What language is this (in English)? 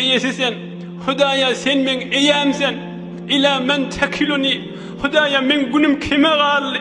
Turkmen